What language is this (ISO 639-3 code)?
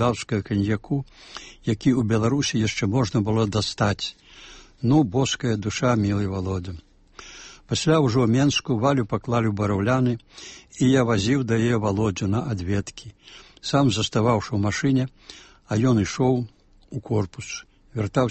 bel